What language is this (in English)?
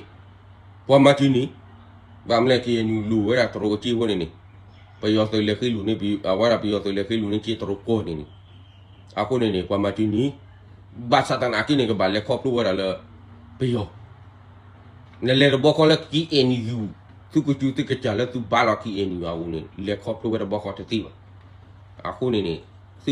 S'gaw Karen